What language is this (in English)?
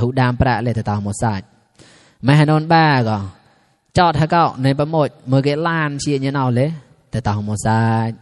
Mon